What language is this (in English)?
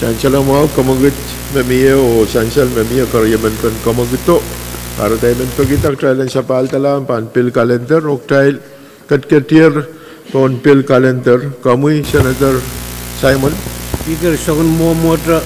Pohnpeian